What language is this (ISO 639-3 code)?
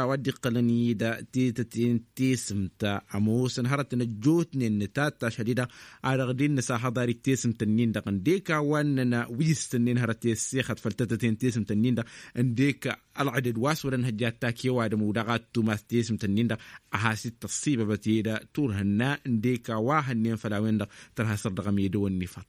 taq